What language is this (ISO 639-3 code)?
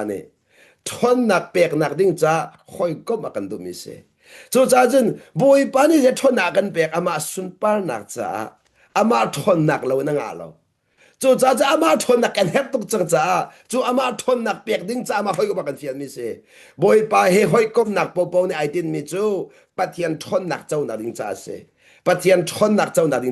cnh